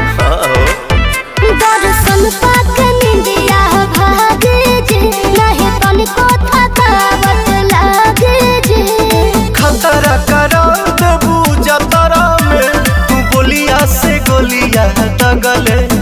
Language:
Bhojpuri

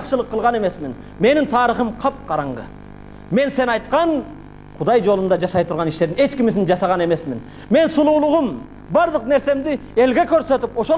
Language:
Kyrgyz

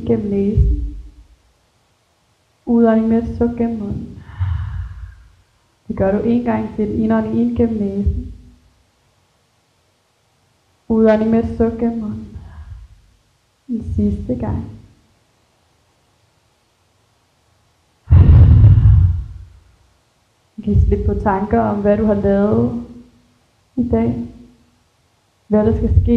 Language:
Danish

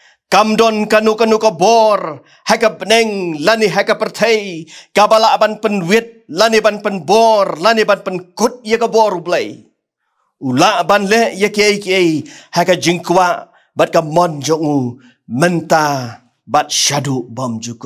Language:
Khasi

